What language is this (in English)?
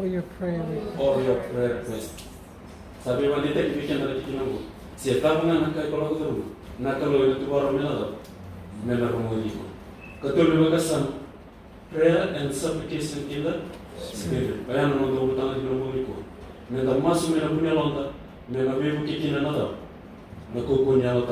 Fijian